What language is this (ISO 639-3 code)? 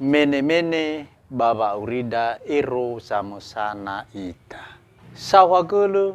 nia